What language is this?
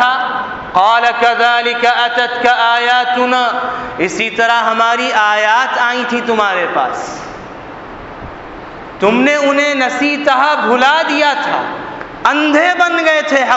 Urdu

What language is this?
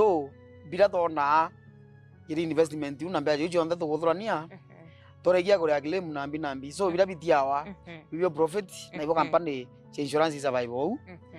Meru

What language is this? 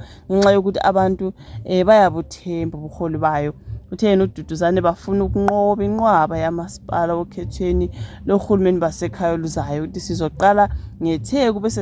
Zulu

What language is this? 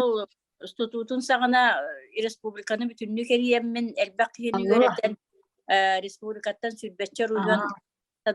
Yakut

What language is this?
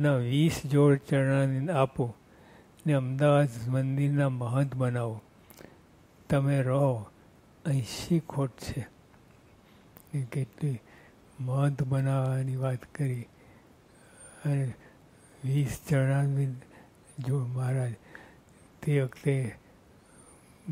Gujarati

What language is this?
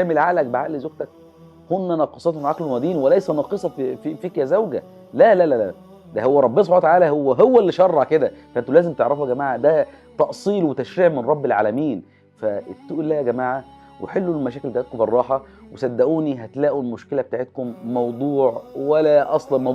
Egyptian Arabic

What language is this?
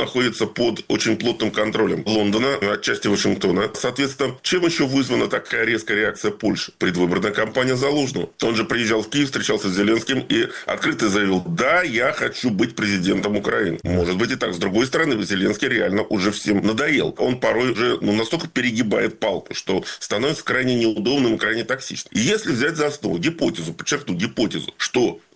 Russian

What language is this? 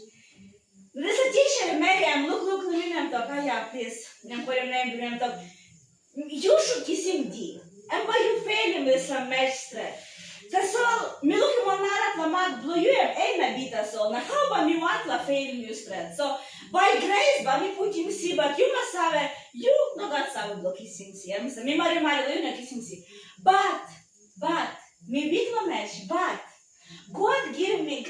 Tok Pisin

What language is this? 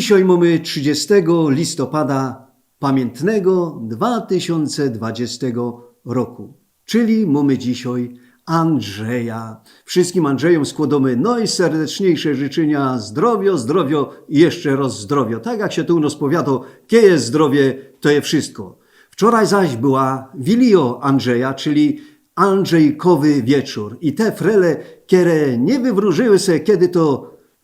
Silesian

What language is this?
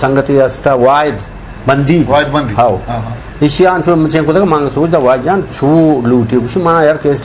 Eastern Balochi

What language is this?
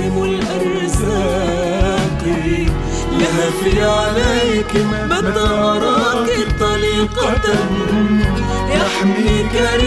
Arabic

